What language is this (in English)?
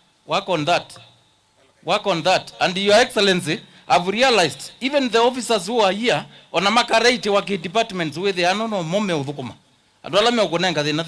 Kamba